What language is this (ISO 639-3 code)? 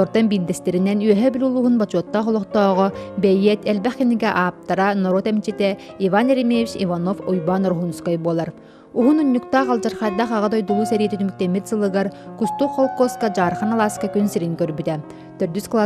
sah